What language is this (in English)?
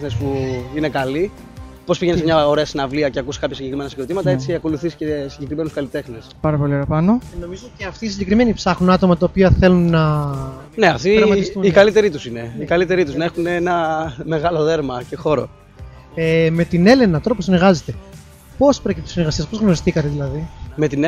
Greek